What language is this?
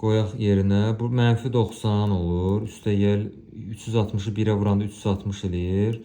Azerbaijani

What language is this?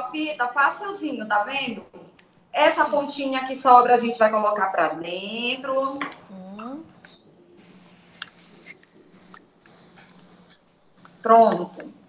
Portuguese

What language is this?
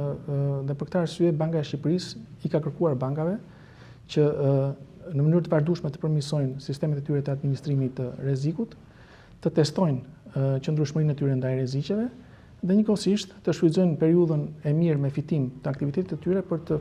Albanian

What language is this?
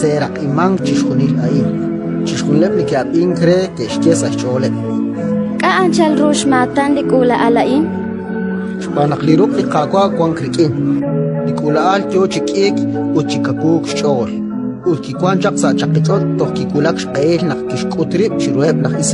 Kekchí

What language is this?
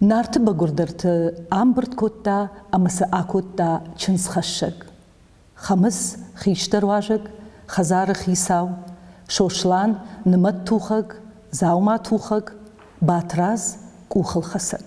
Ossetic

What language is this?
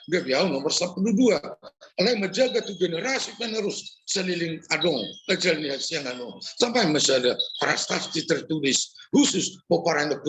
Batak Toba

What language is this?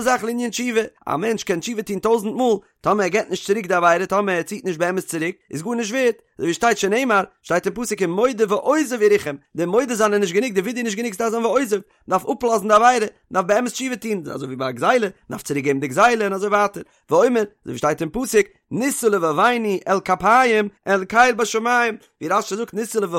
Yiddish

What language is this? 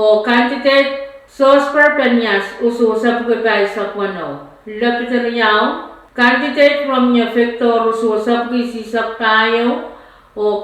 Pohnpeian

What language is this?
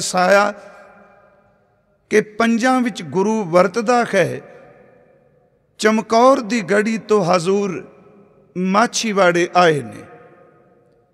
Punjabi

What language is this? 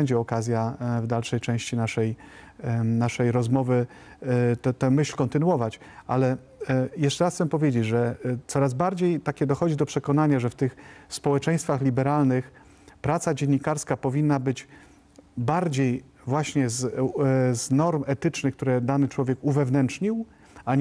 Polish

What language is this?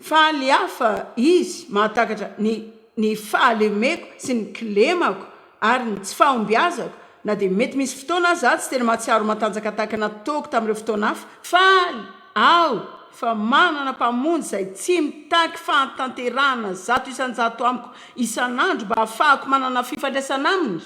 Malagasy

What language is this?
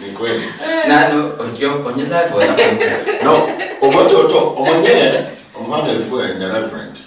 Luyia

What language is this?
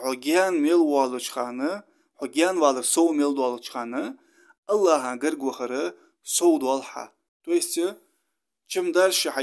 Ingush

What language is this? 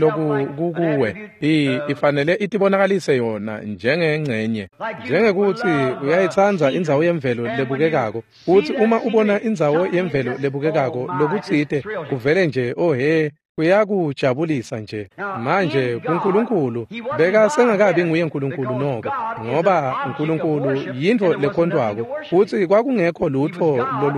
Swati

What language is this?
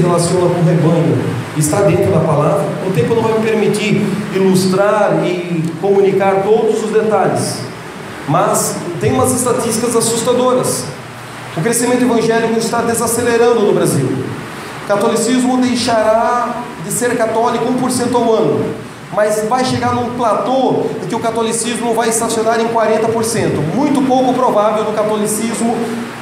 Portuguese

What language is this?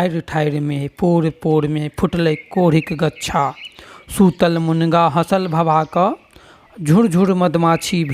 Maithili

